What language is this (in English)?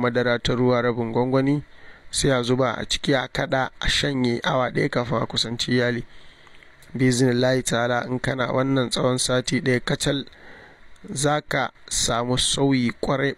Hausa